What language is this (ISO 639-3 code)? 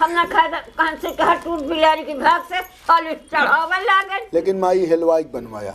awa